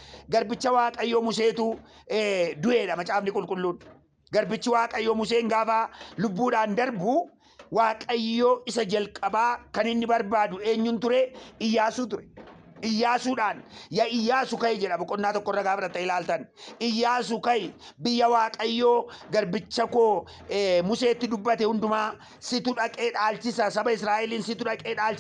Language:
Oromo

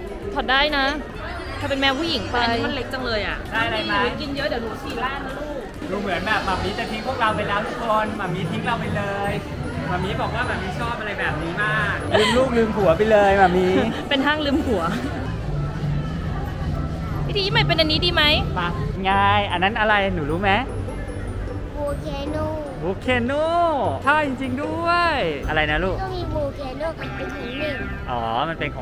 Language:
Thai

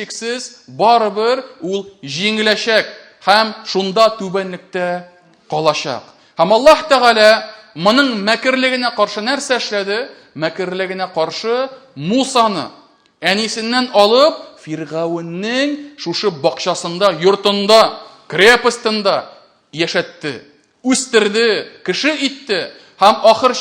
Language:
Tatar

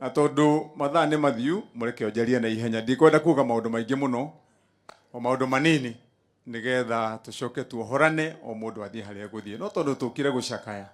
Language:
Kikuyu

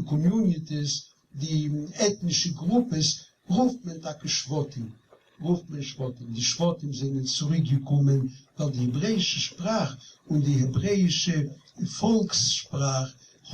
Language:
Yiddish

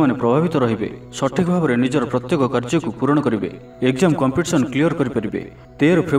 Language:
Odia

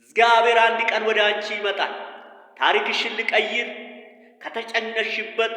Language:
Amharic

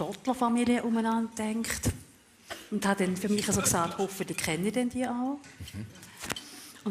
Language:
Swiss German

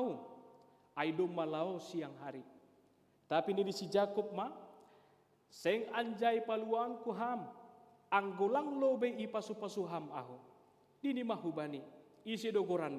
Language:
Batak Simalungun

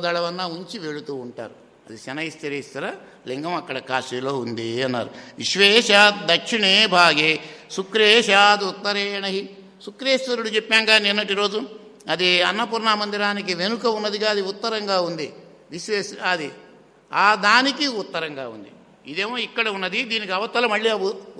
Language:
Telugu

